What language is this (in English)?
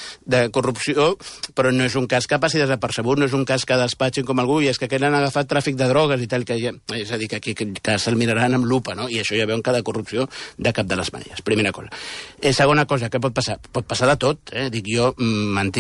Catalan